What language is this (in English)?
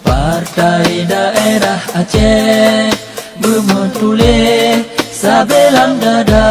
Achinese